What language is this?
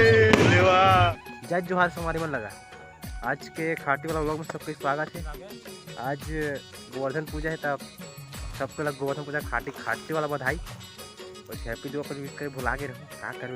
Chhattisgarhi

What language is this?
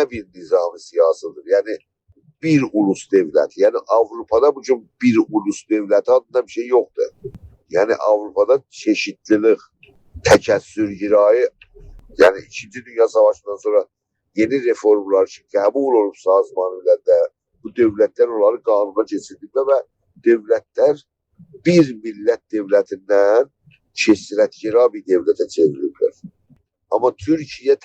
South Azerbaijani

